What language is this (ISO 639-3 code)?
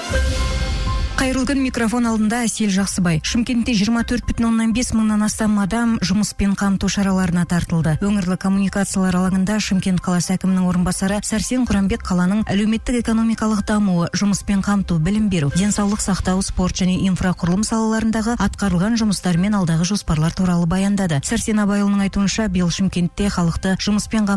kaz